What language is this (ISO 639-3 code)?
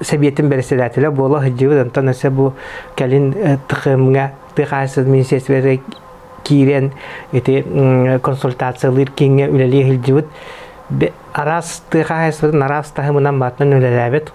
sah